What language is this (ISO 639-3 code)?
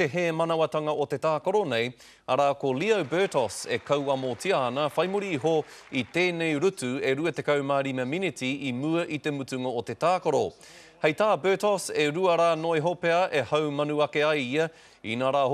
mri